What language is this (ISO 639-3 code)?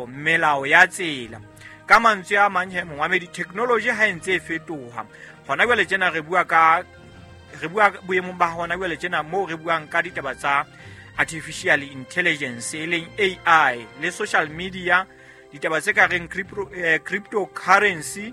sot